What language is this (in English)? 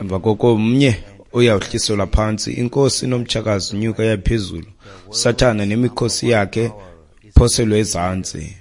Xhosa